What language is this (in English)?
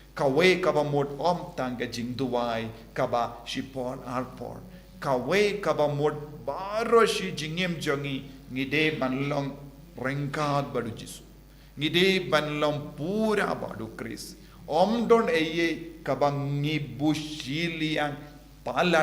Khasi